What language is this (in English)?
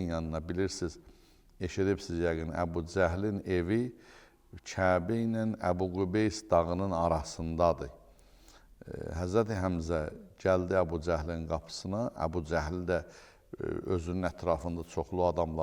Azerbaijani